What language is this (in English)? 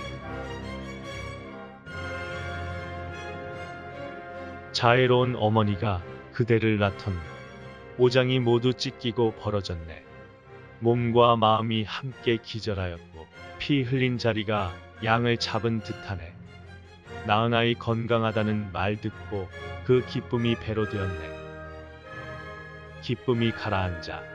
Korean